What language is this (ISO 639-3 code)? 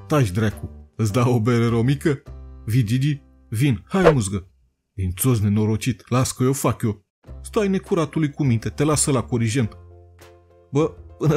ron